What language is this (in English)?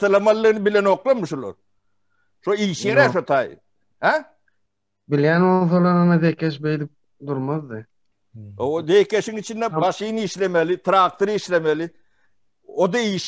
Turkmen